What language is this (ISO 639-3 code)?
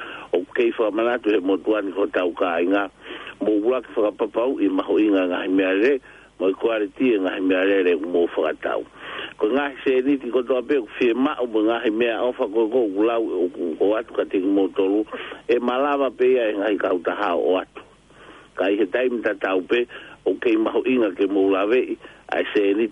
ton